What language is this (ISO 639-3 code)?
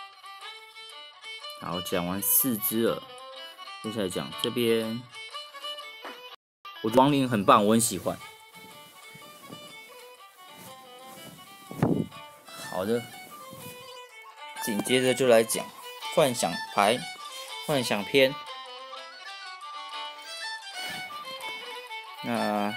zho